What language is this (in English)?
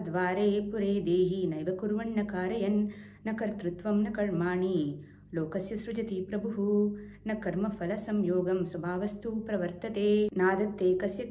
Sanskrit